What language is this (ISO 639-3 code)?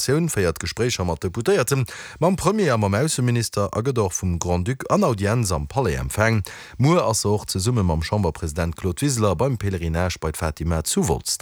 ltz